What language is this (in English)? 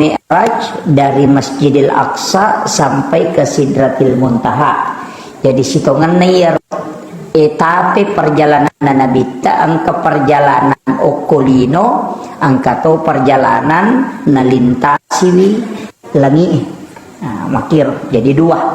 Buginese